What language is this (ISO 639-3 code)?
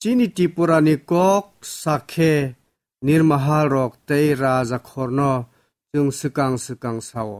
trp